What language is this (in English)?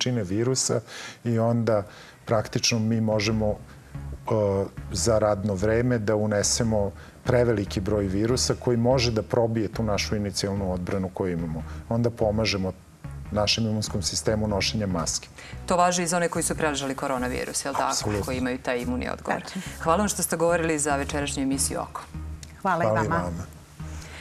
Serbian